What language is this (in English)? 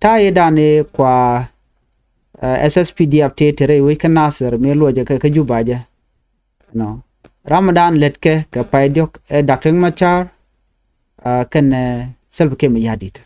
Nuer